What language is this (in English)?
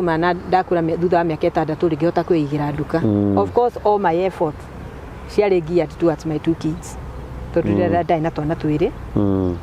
Kikuyu